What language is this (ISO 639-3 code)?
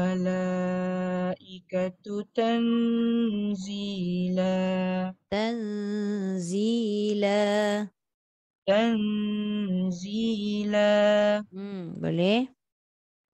msa